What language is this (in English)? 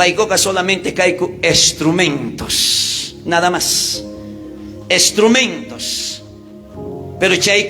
South Bolivian Quechua